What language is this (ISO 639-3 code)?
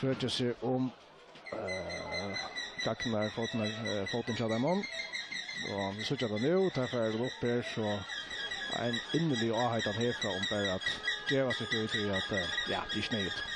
fao